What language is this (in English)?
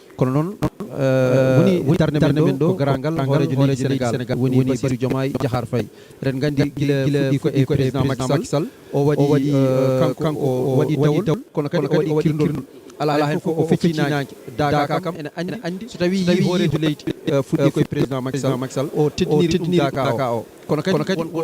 Fula